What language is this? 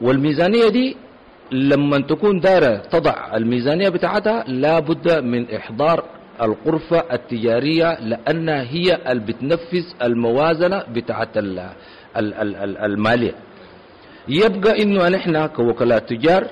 Sudanese Arabic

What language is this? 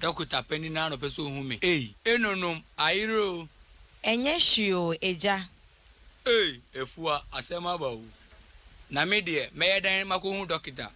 Akan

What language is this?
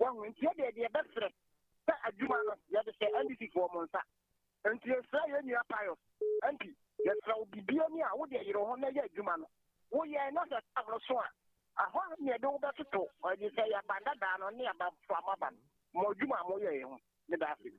Akan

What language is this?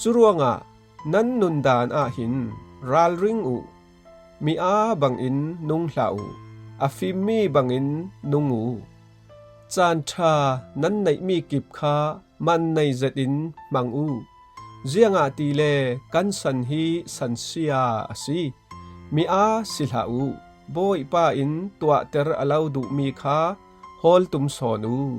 Falam Chin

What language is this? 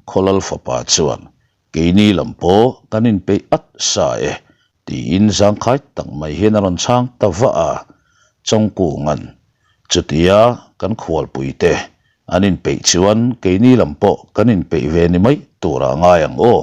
Mizo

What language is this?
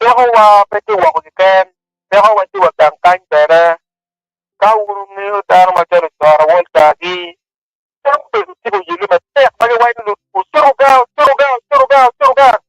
Acoli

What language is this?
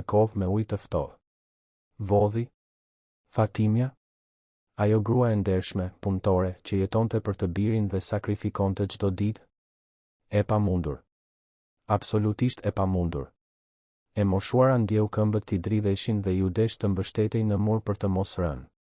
Albanian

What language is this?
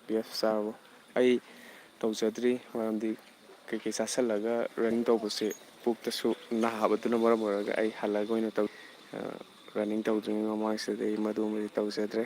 Manipuri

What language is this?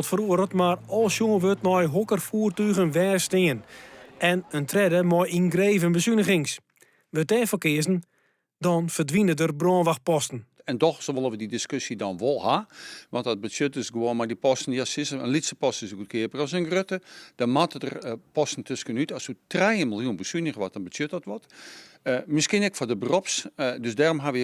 Western Frisian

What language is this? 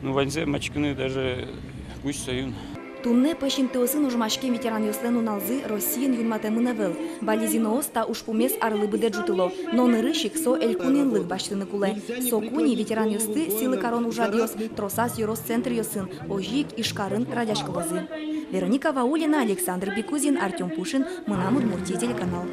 Udmurt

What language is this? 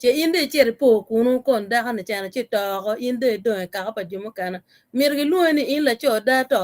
Acoli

